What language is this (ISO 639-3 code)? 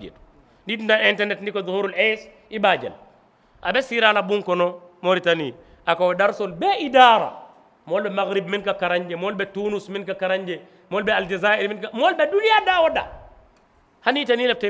man